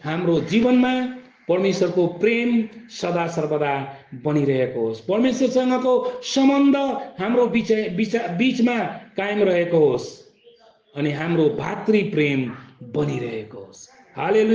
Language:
Nepali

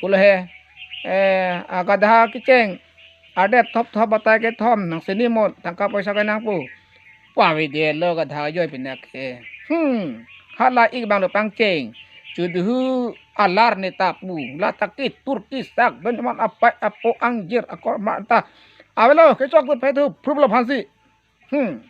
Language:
Karbi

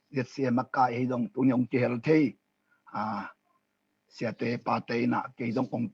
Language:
Tedim Chin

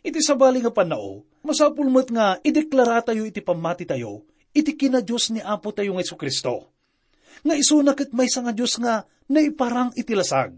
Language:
Iloko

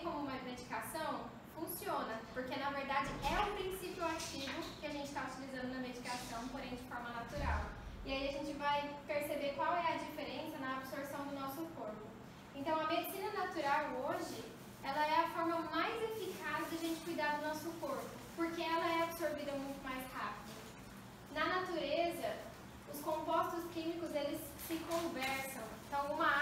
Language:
Portuguese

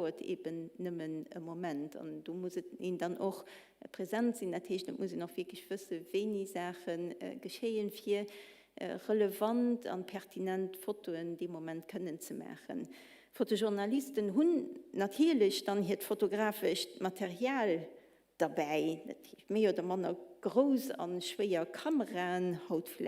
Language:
Luxembourgish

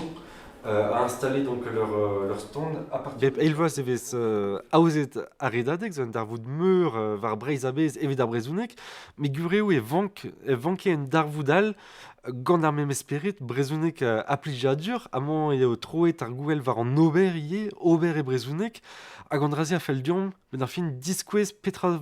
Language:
Breton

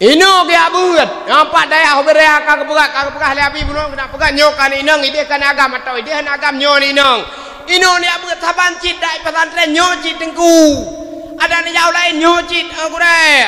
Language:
Achinese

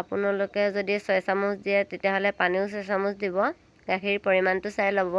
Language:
Assamese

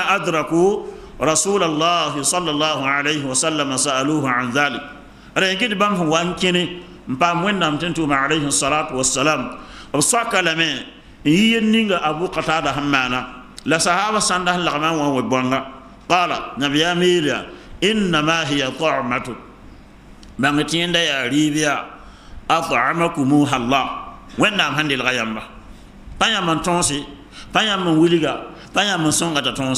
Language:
Mossi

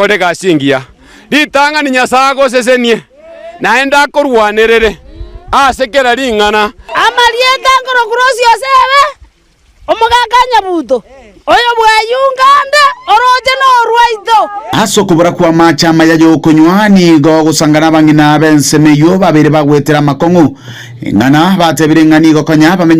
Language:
Gusii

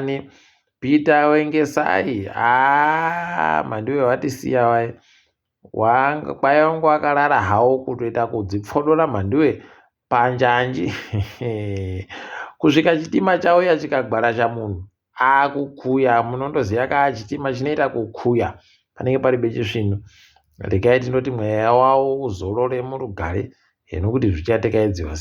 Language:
Ndau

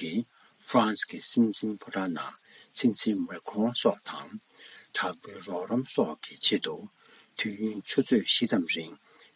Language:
Tibetan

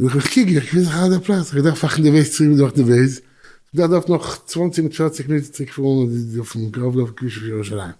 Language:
Yiddish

